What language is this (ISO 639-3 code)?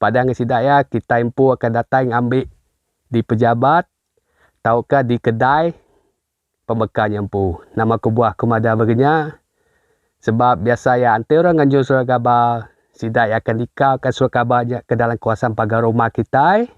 iba